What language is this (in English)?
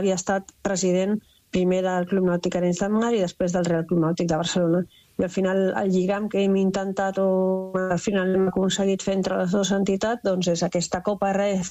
Catalan